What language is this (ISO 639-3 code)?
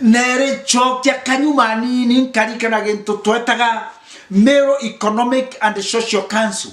mer